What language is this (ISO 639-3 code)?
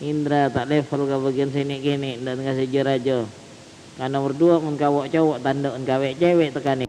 mad